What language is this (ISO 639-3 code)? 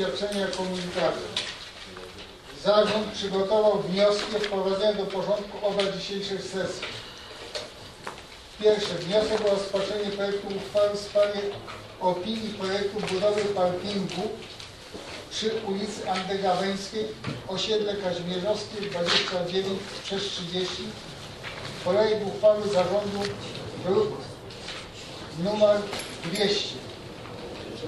pol